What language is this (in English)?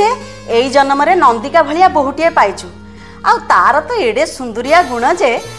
Odia